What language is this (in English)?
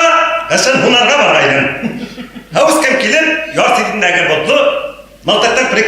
Bashkir